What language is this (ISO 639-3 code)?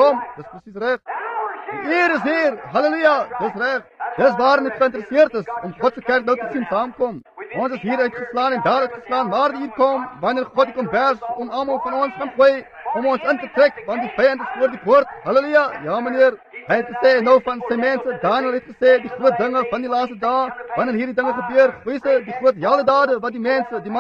afr